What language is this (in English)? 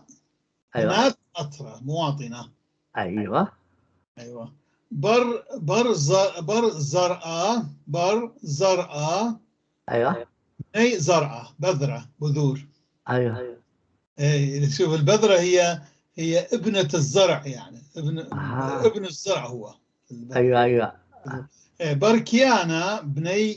North Levantine Arabic